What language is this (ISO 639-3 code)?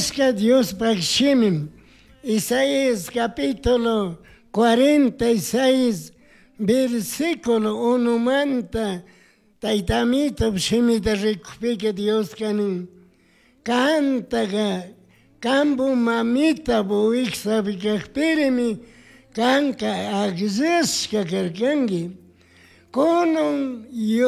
qug